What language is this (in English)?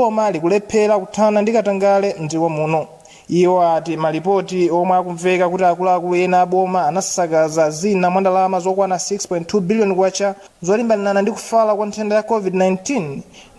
Nyanja